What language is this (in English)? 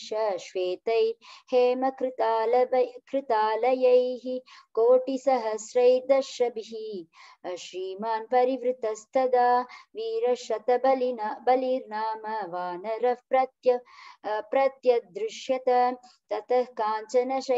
Sanskrit